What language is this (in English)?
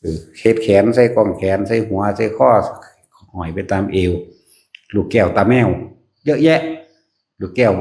Northeastern Thai